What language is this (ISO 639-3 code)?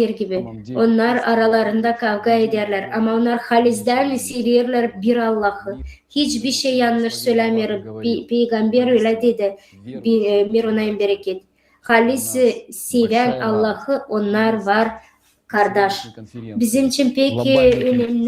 gag